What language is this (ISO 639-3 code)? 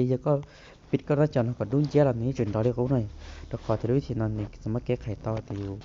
hmn